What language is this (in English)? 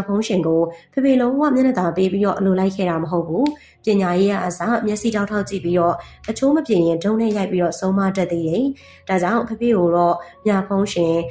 Burmese